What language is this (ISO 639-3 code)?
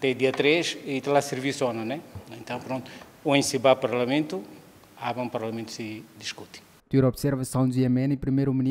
tet